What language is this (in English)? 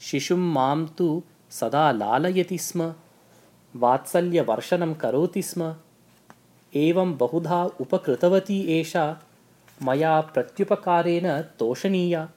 Sanskrit